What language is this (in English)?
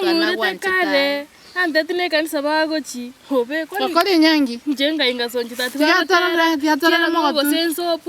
Gusii